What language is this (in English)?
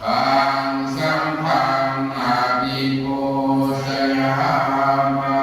Pali